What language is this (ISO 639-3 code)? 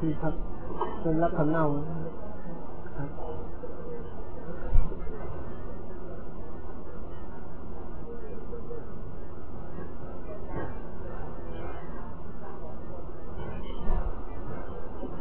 tha